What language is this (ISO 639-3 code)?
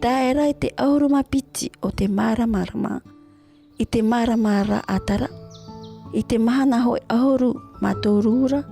tah